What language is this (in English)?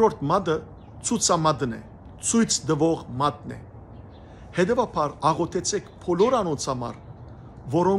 Western Armenian